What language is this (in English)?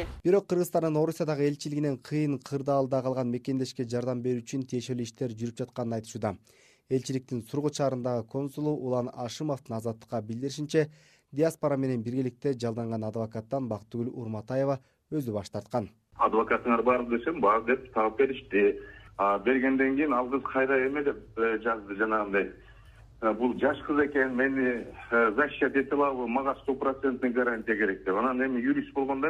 Kyrgyz